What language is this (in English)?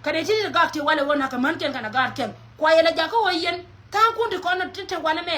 Nuer